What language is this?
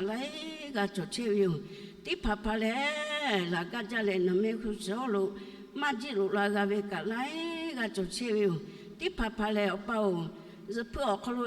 Lahu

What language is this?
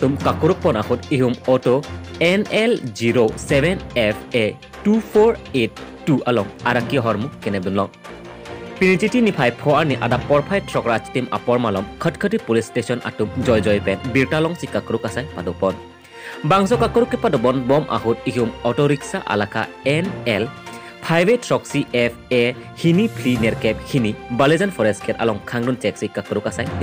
Karbi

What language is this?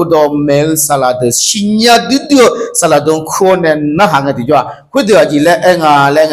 Akha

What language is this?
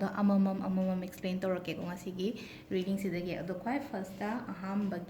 Manipuri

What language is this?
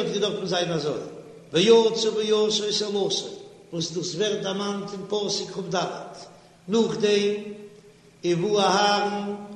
Yiddish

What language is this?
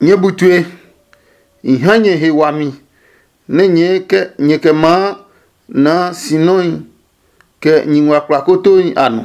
Adangme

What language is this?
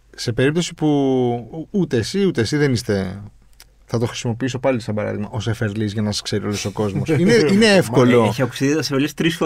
Greek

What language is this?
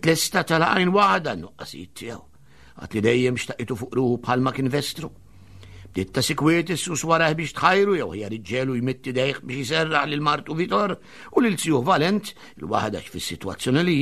Maltese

